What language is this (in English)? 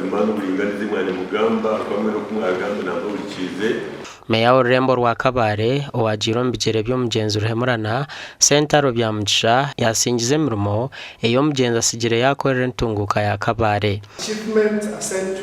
Nyankole